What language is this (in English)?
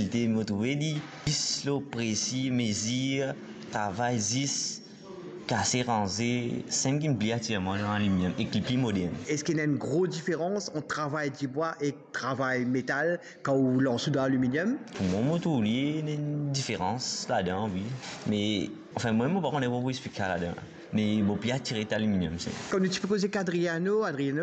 Morisyen